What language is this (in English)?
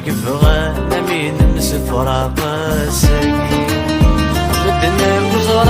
Kabyle